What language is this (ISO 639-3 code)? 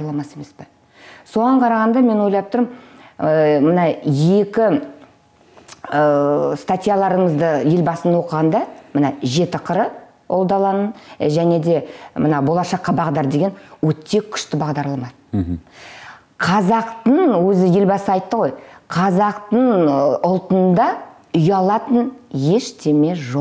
kaz